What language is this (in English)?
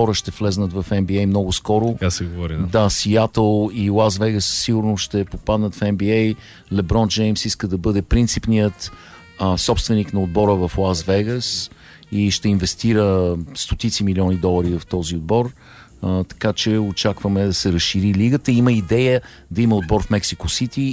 Bulgarian